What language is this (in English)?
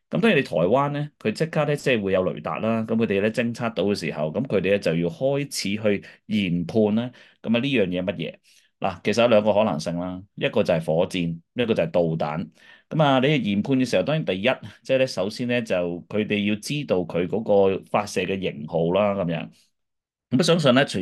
Cantonese